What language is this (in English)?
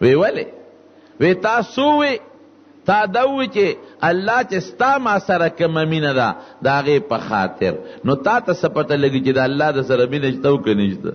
Pashto